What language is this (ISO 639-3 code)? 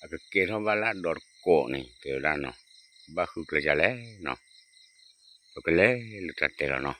ksw